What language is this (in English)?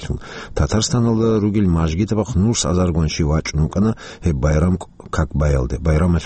Avaric